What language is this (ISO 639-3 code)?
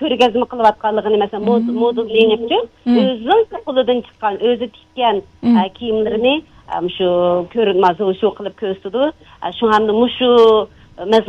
uig